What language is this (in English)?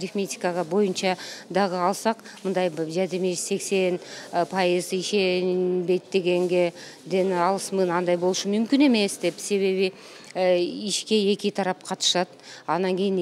Kyrgyz